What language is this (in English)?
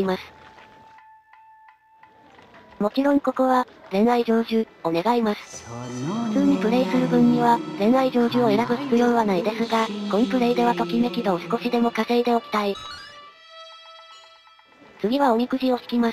Japanese